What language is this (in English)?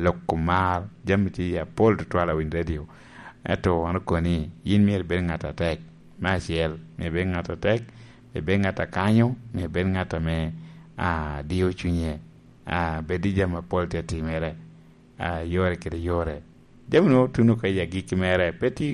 Lango (Uganda)